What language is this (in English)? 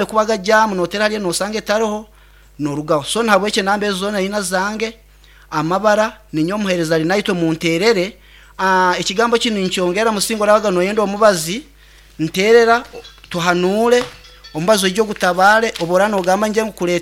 Nyoro